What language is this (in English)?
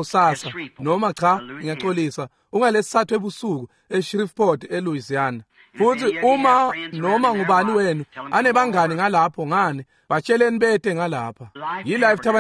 Swati